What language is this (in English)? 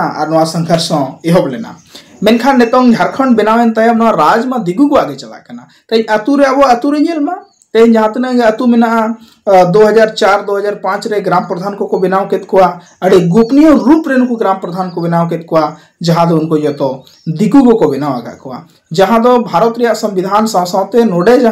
Santali